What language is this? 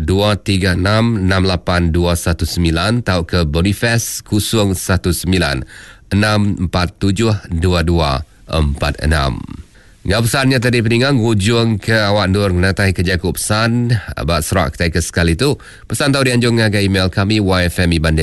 Iban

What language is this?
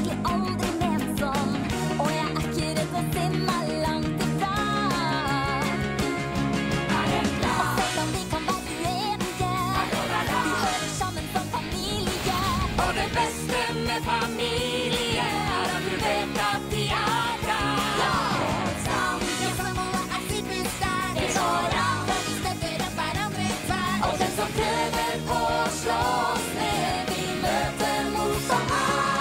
Norwegian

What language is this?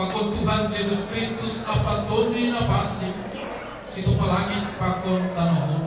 Batak Simalungun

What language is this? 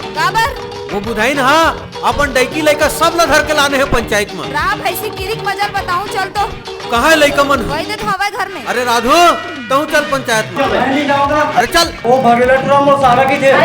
Chhattisgarhi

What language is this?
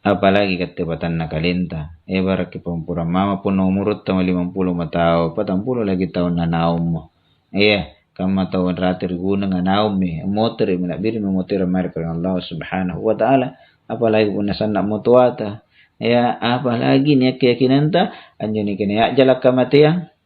Makasar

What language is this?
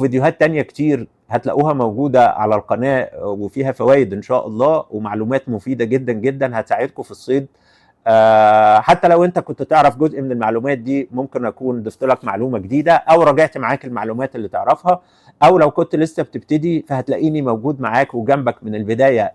Egyptian Arabic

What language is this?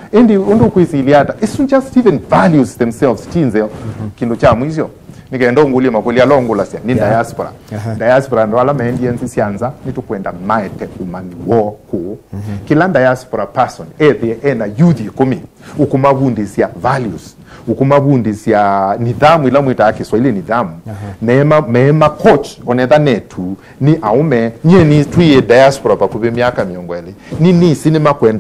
Kamba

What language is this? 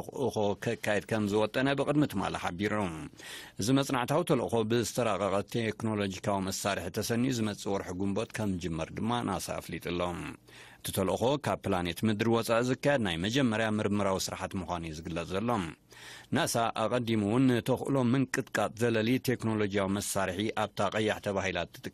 Tigrinya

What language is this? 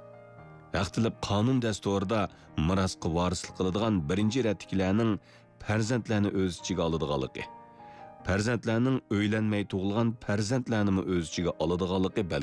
Uyghur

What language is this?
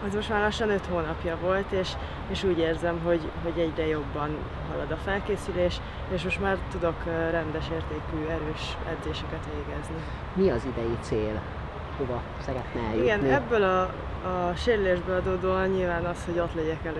Hungarian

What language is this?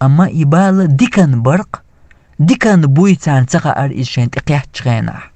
Chechen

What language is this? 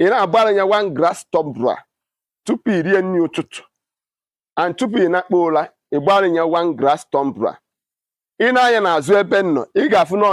Igbo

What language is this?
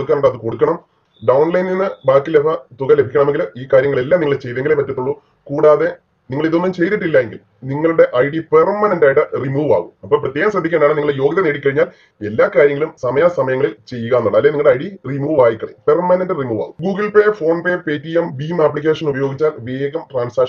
Malayalam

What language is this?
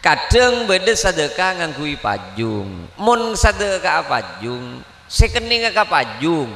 Madurese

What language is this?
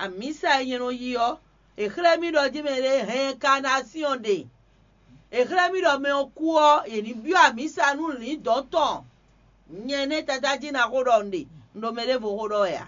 Fon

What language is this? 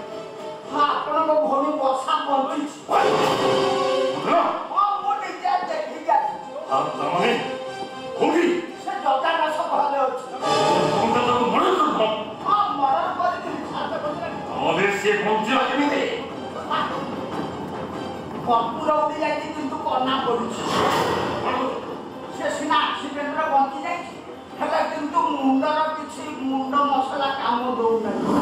Odia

